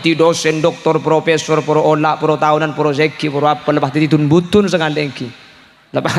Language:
Madurese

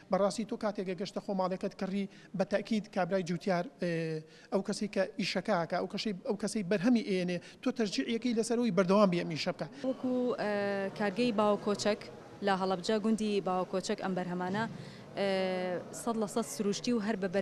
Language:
Central Kurdish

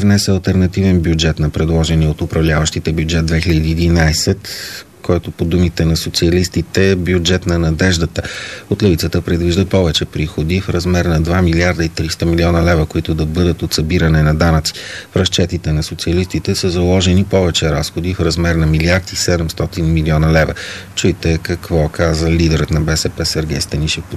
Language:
Bulgarian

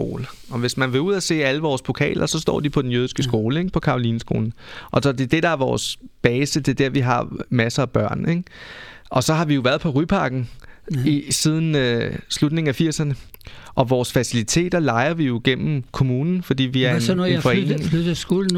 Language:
Danish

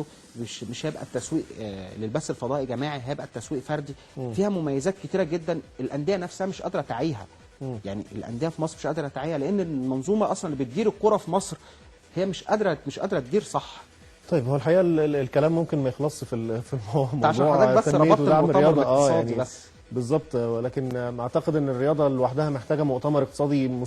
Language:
Egyptian Arabic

